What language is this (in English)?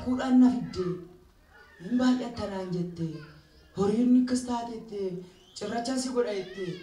Oromo